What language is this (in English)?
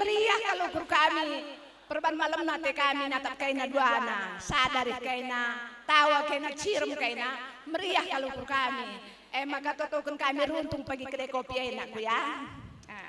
Batak Karo